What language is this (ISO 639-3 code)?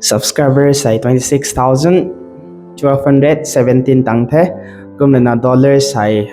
nbu